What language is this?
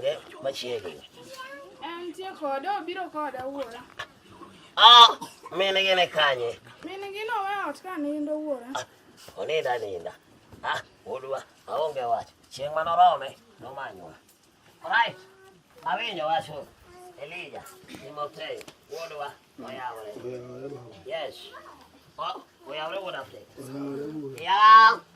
Luo (Kenya and Tanzania)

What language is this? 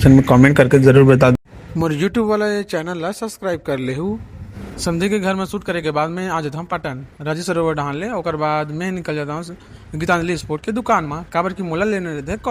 Chhattisgarhi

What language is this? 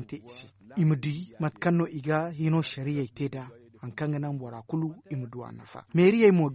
Zarma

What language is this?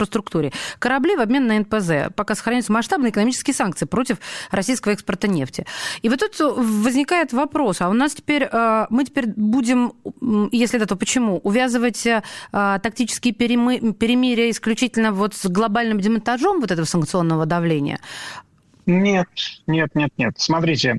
Russian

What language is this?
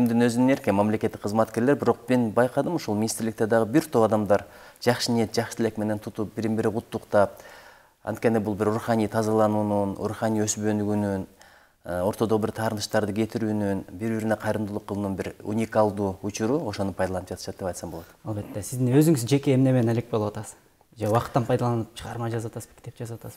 Kyrgyz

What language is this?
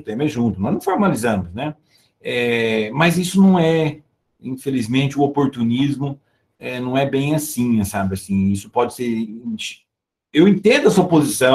Portuguese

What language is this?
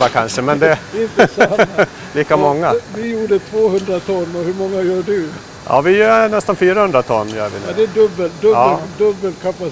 Swedish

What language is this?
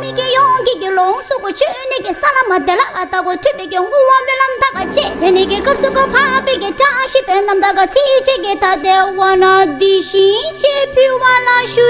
Tibetan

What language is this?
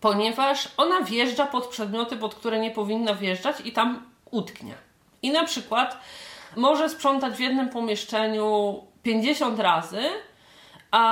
Polish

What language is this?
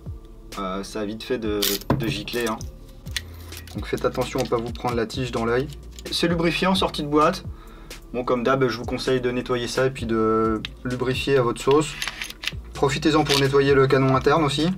French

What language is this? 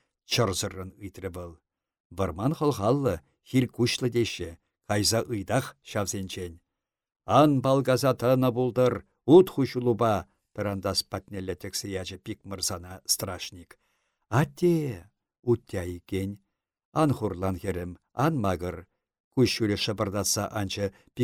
Chuvash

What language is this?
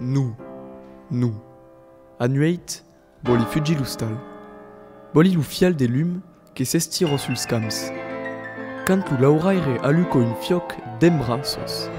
Occitan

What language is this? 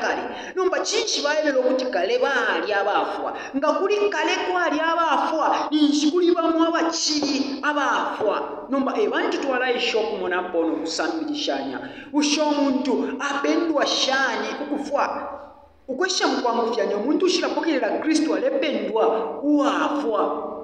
Bemba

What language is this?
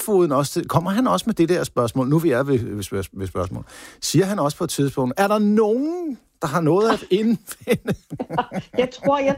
Danish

